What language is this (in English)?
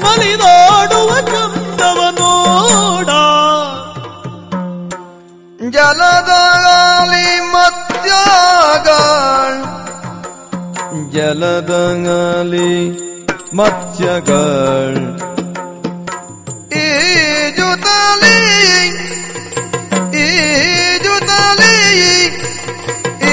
Kannada